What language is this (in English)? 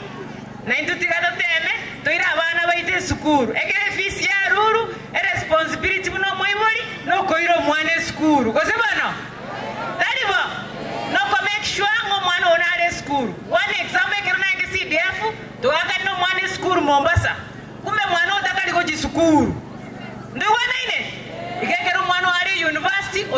Gusii